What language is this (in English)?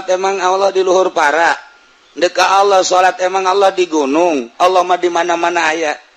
Sundanese